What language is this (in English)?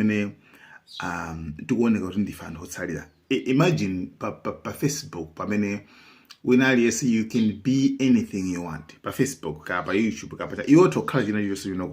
Nyanja